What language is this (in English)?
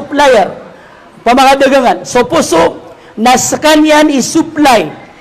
Maranao